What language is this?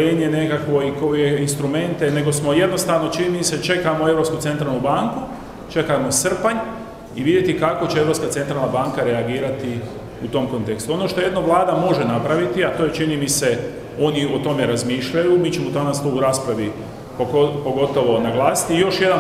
Croatian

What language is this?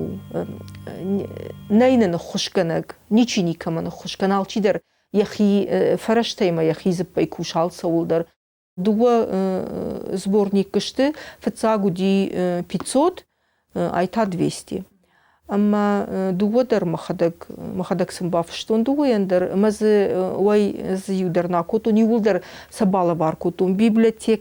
Ossetic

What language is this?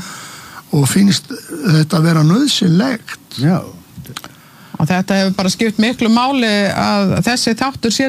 Icelandic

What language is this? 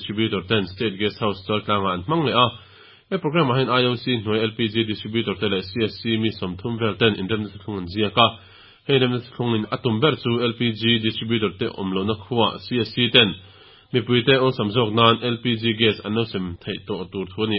Mizo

